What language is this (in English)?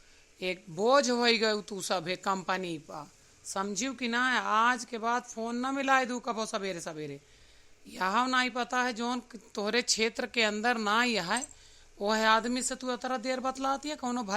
Awadhi